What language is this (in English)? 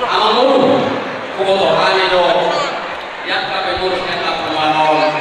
Batak Toba